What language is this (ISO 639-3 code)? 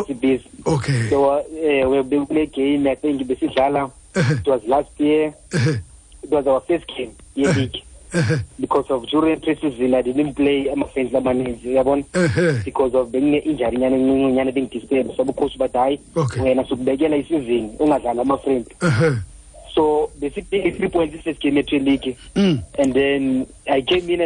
xho